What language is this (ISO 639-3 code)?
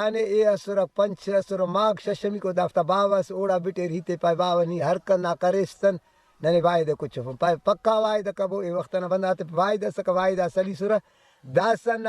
brh